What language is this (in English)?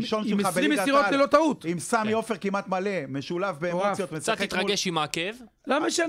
Hebrew